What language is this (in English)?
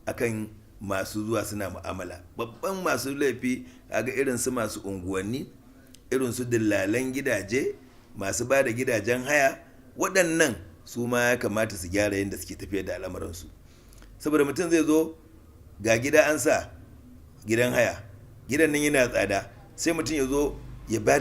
Hausa